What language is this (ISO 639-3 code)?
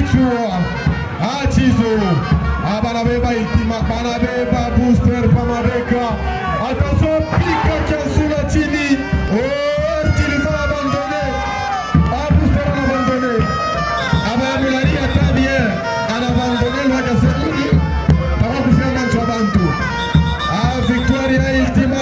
swa